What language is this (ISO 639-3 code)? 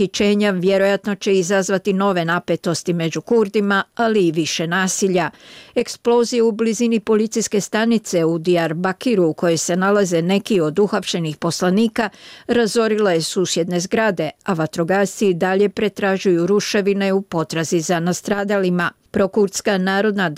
srp